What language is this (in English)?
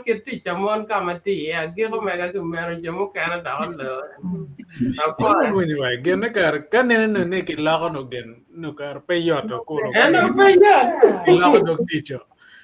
Acoli